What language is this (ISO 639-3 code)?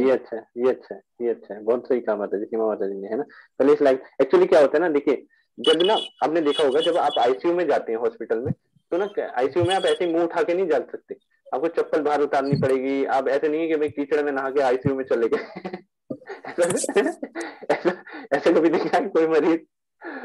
hin